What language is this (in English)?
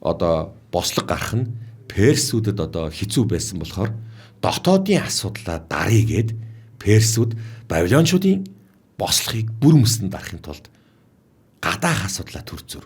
Mongolian